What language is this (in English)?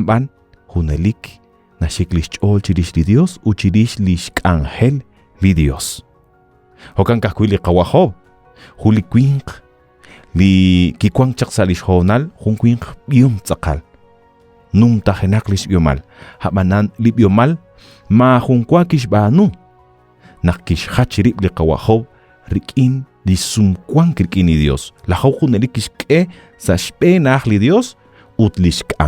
Kekchí